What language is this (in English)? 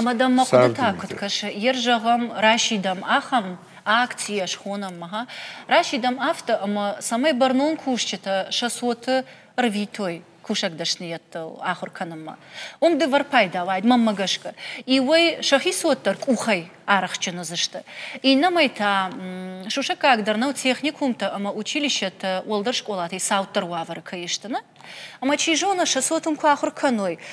Ossetic